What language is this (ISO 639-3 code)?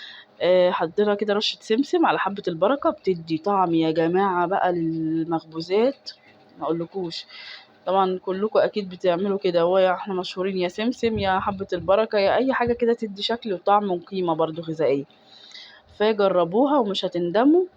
arz